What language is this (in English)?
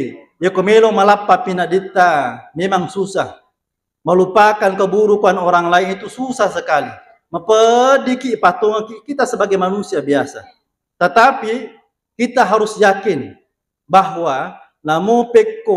Buginese